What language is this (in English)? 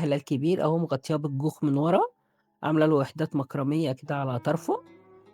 Egyptian Arabic